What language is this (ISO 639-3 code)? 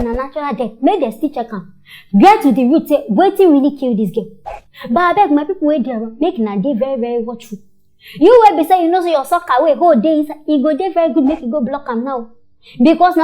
pcm